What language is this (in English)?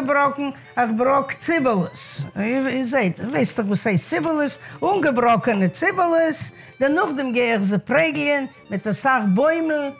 Yiddish